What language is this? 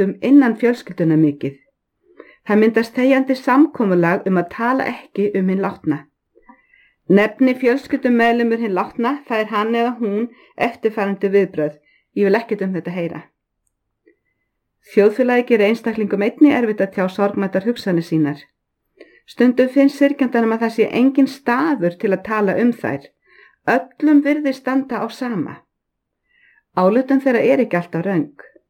Icelandic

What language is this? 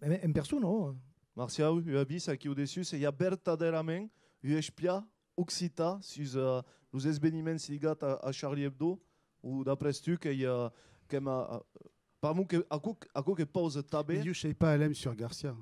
Occitan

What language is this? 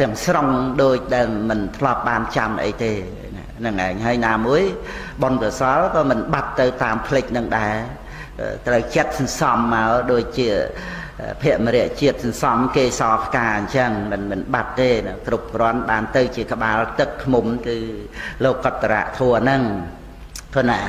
Khmer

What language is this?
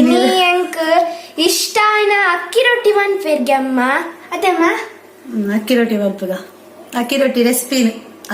Tulu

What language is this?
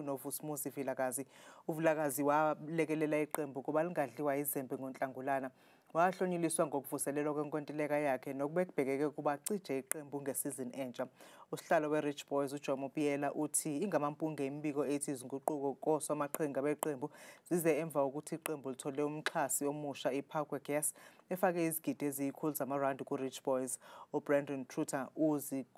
Zulu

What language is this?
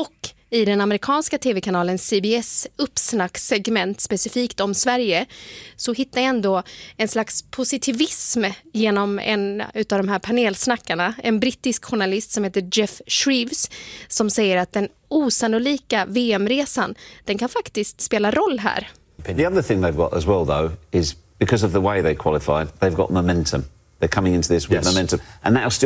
Swedish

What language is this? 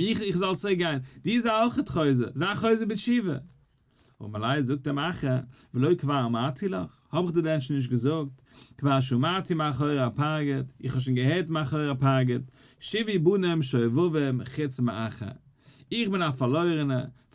Yiddish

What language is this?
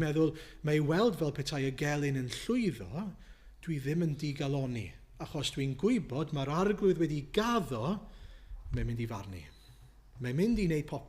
Welsh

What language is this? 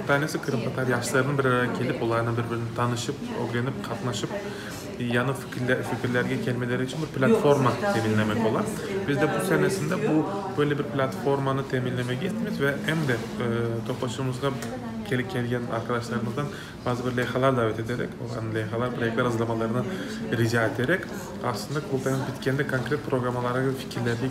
Crimean Tatar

